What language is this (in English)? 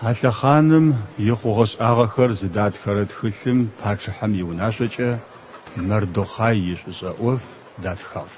Adyghe